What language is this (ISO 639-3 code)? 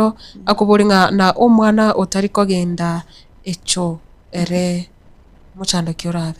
guz